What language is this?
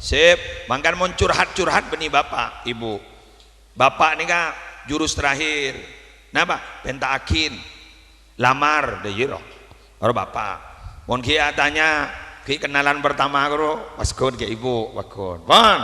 Madurese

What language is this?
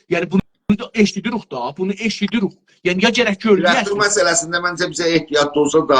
South Azerbaijani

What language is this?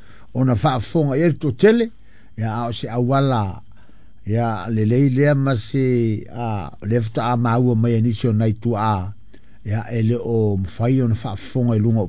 Samoan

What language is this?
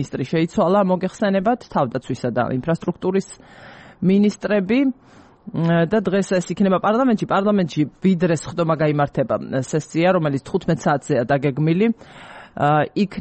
Georgian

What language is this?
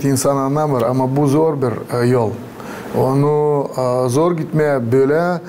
Gagauz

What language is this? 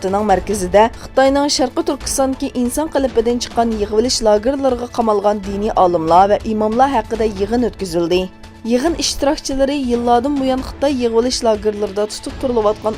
Uyghur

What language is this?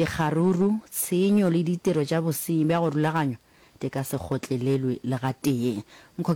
Northern Sotho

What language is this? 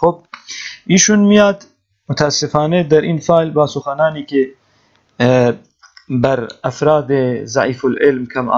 Persian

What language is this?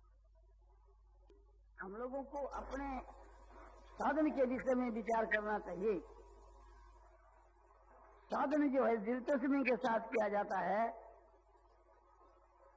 Hindi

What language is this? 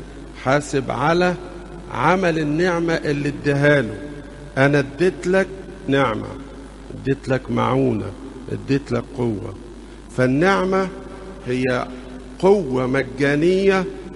Egyptian Arabic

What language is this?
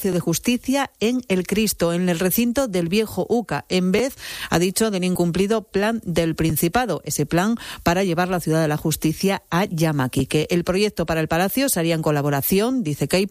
Spanish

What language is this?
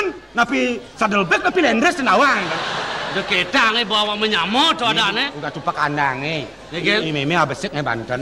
Balinese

